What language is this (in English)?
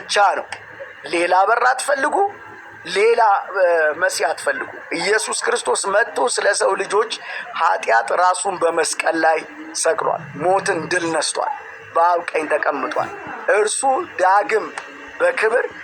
Amharic